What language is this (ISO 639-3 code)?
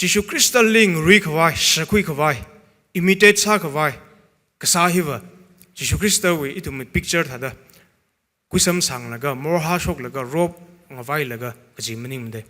nmf